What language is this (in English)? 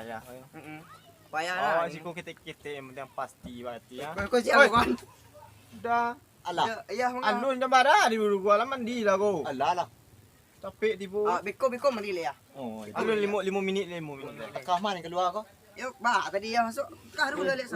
Minangkabau